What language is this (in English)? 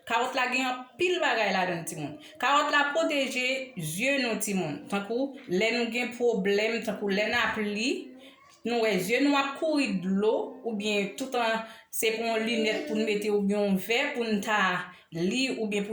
Haitian Creole